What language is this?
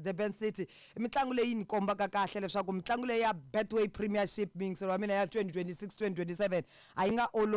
Tsonga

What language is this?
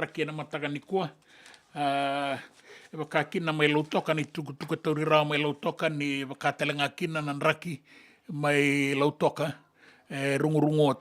Fijian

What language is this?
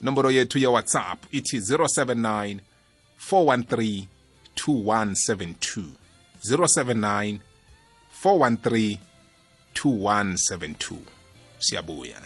South Ndebele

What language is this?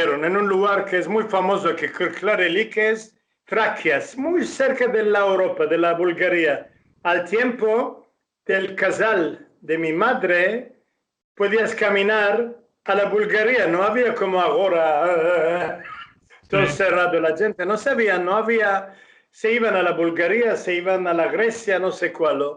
Ladino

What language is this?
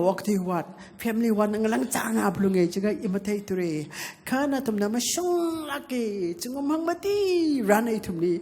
Tangkhul Naga (India)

